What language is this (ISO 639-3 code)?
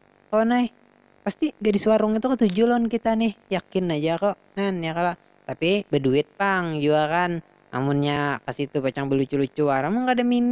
bjn